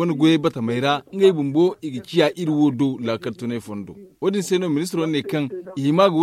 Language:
Zarma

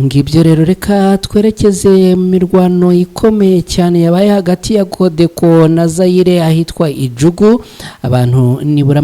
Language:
Kinyarwanda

